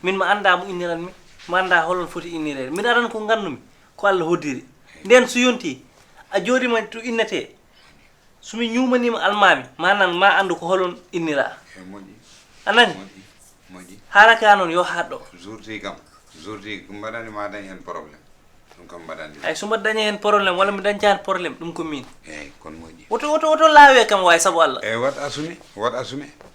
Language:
Fula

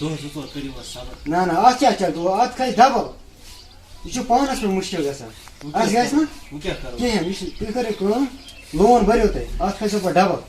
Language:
Kashmiri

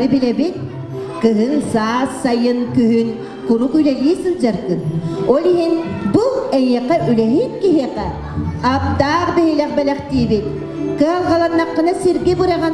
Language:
Yakut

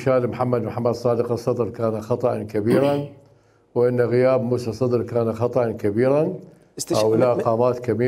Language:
Mesopotamian Arabic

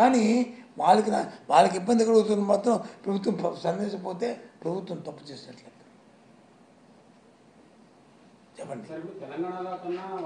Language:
Telugu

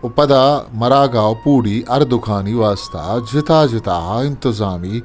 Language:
Eastern Balochi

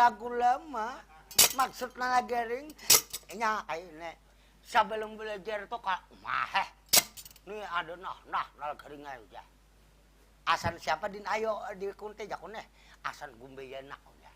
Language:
Banjar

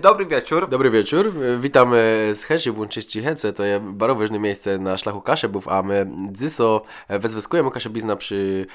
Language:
Kashubian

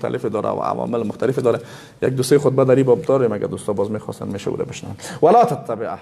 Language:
Persian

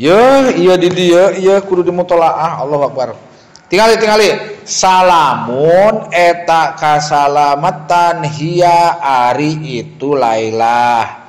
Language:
Sundanese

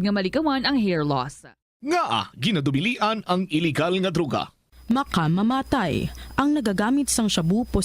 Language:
Hiligaynon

